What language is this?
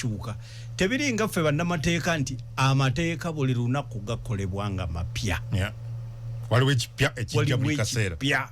Ganda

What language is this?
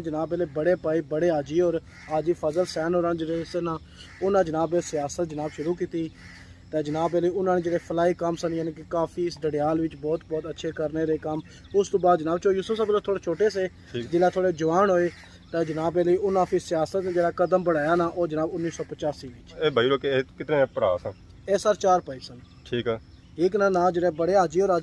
Pahari-Potwari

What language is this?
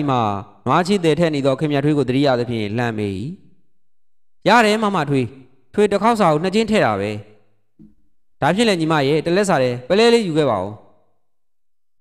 Burmese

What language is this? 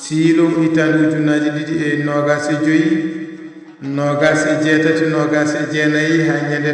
Fula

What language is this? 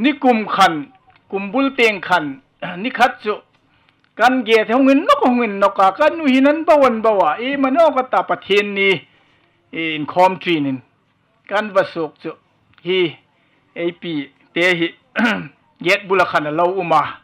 Hmar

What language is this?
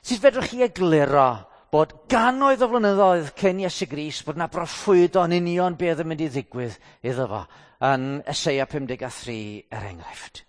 Welsh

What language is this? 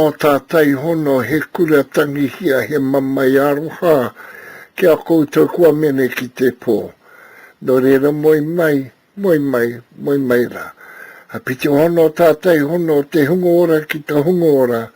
Māori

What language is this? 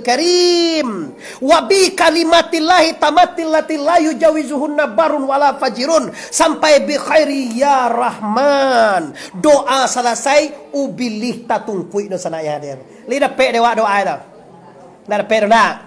Minangkabau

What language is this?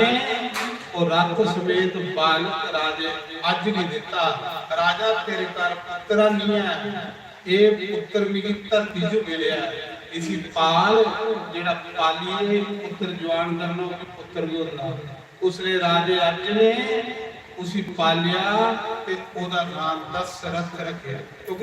Dogri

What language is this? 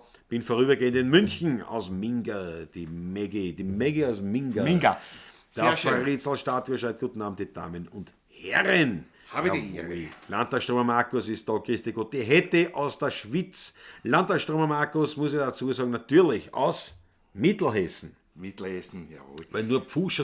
Bavarian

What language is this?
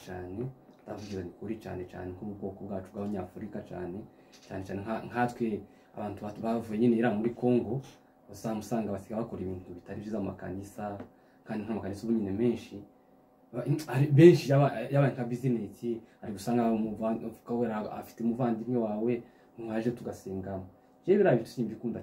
Kinyarwanda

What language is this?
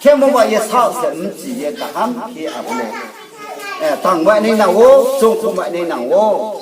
Riang (India)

